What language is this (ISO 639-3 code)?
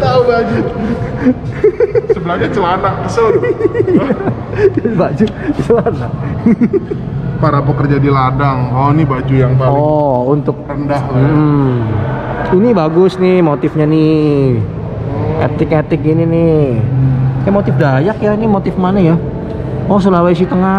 ind